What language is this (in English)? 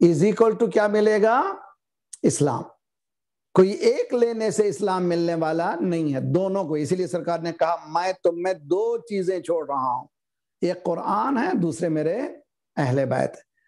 Urdu